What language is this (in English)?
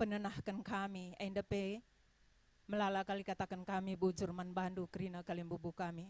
Batak Karo